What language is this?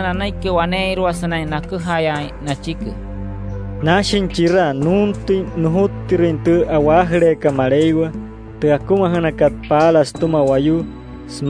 Wayuu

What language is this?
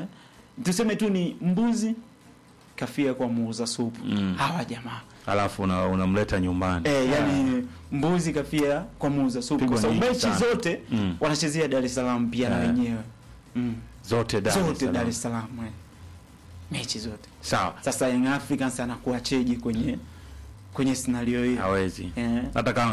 Swahili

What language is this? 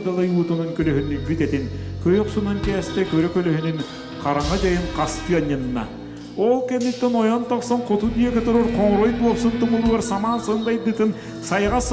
Yakut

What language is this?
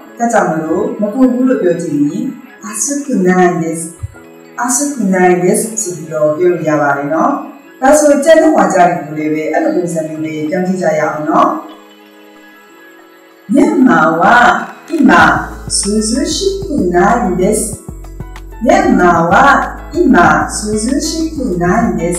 Burmese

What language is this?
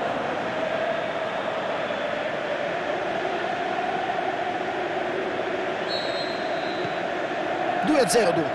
Italian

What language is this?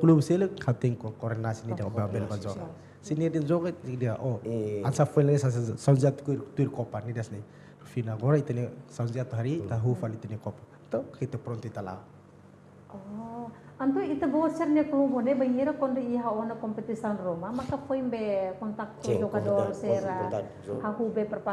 Tetum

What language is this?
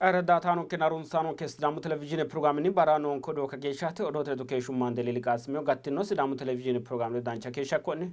Sidamo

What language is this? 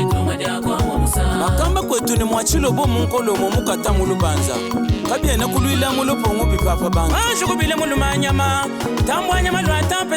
Luba-Lulua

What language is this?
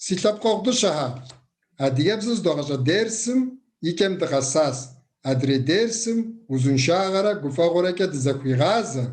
Kabardian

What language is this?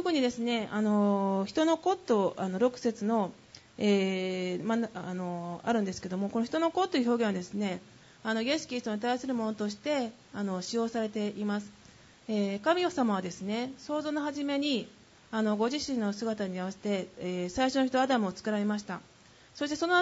Japanese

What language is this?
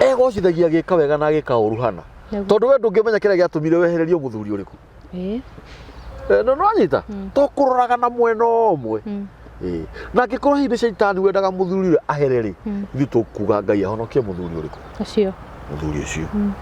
Kikuyu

